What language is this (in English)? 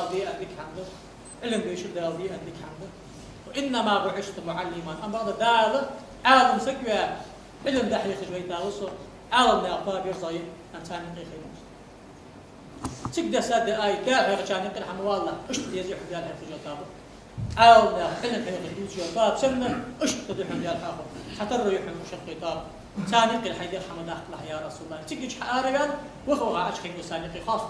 Ingush